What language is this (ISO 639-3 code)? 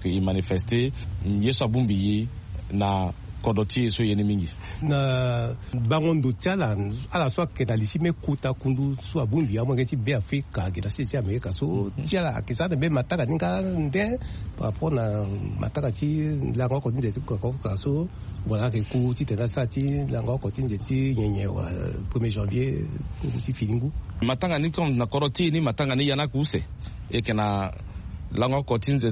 sag